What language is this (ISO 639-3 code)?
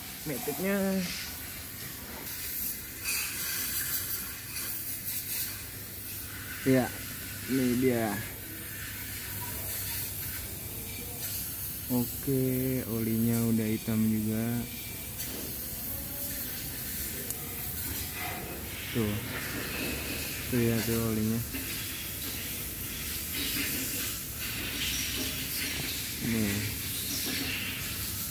ind